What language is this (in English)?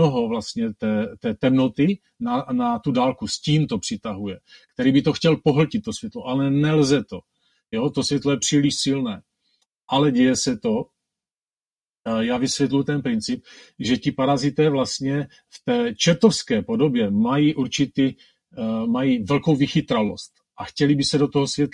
Czech